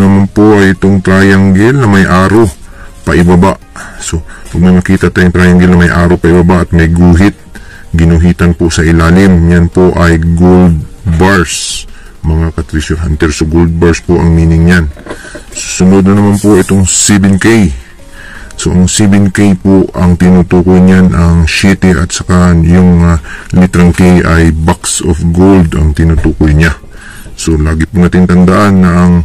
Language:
Filipino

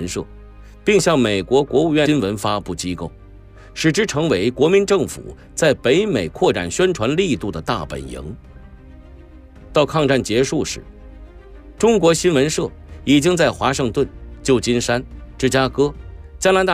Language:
Chinese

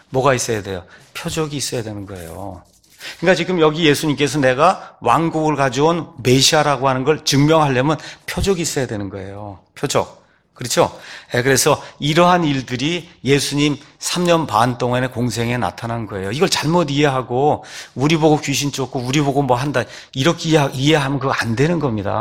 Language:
Korean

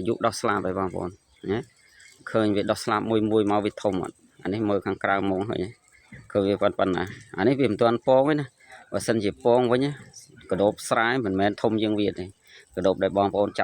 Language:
Khmer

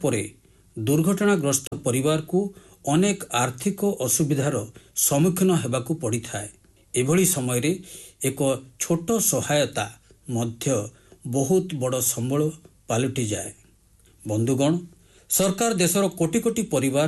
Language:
Odia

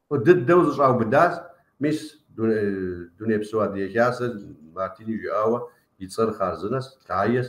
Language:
Kabardian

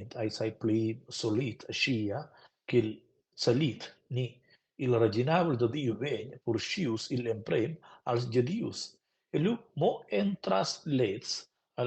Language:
Romansh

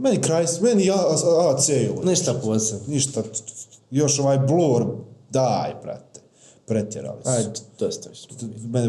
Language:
Bosnian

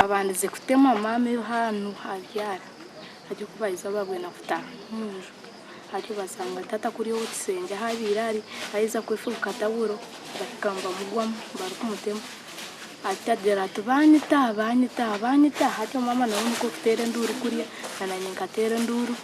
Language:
Nyankole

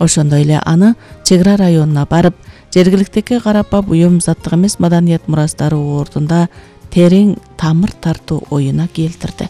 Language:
Kyrgyz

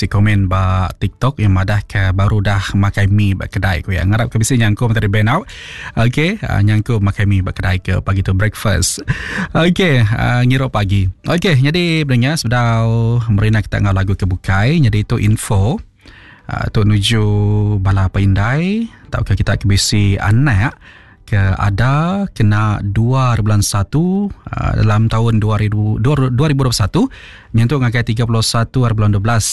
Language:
Iban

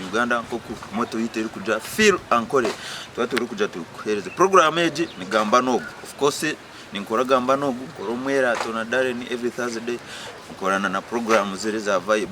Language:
Nyankole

